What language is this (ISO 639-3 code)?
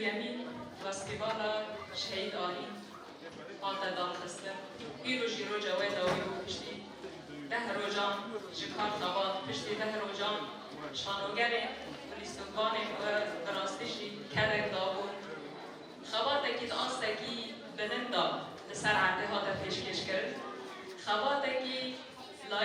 kur